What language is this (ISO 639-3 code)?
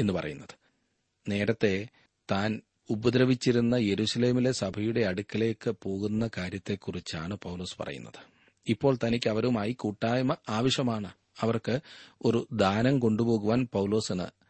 mal